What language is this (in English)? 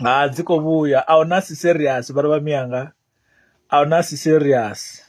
Venda